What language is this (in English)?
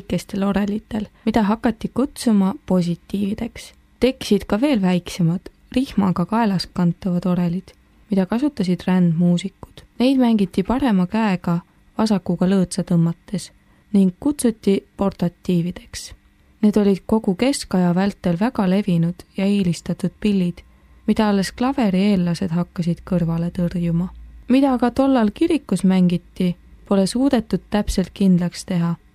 Estonian